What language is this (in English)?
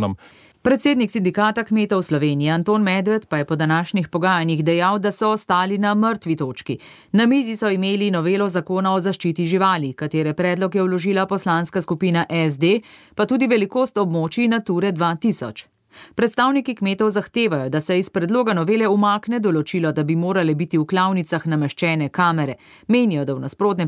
Slovenian